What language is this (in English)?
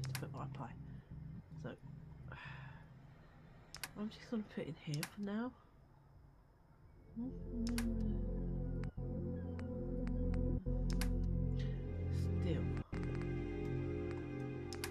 English